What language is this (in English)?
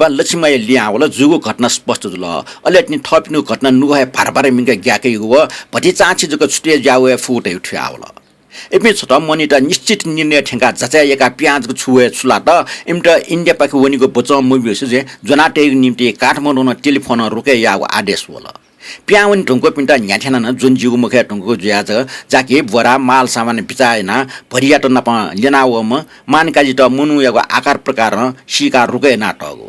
Newari